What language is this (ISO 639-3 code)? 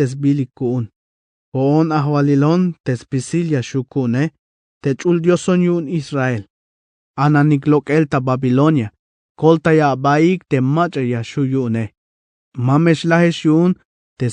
tzh